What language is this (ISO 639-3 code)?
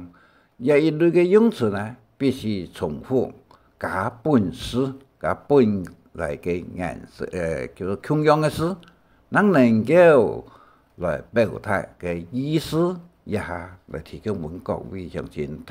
hak